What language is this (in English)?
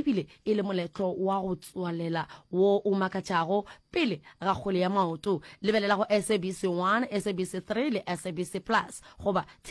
Northern Sotho